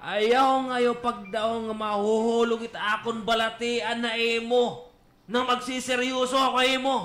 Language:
Waray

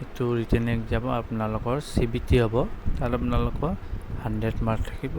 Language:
Assamese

